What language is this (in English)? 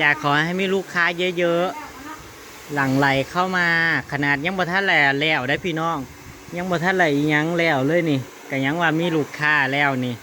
Northeastern Thai